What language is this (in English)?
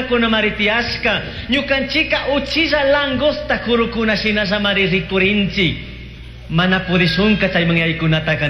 Chimborazo Highland Quichua